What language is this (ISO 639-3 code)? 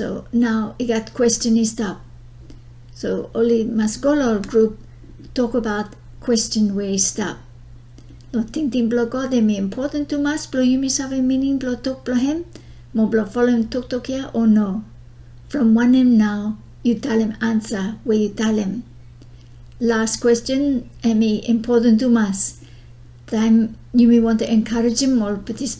bis